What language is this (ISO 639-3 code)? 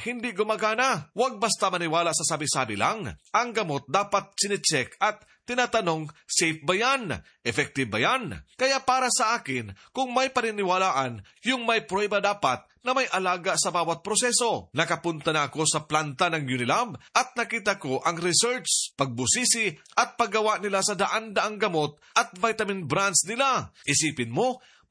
fil